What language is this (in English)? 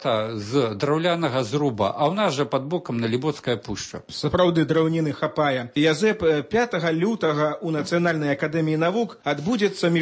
Belarusian